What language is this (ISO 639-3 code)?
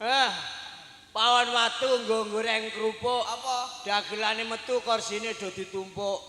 jav